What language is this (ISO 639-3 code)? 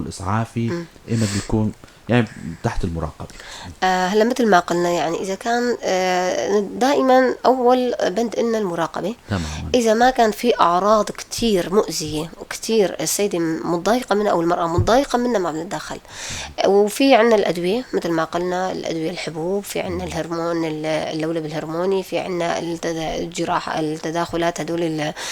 apc